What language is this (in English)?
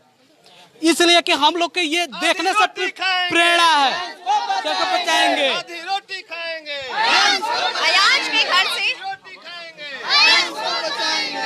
Hindi